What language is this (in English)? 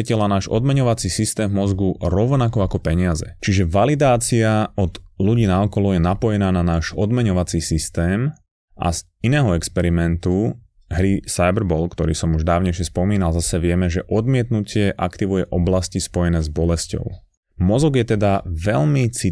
Slovak